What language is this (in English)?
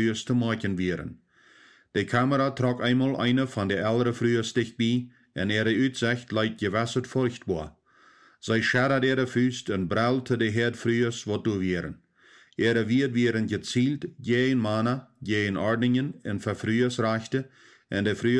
Plautdietsch